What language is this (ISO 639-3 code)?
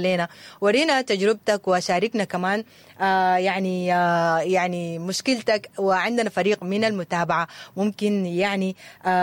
apd